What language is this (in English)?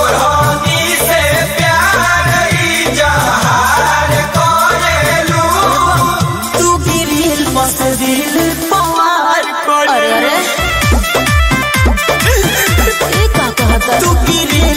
Bhojpuri